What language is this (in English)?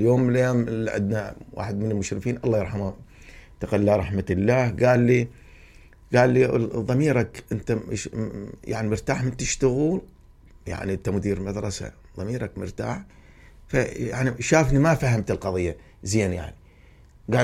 Mesopotamian Arabic